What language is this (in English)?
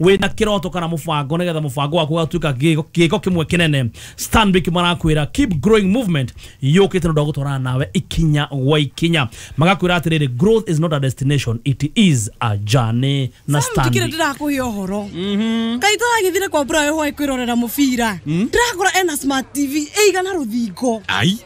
Kikuyu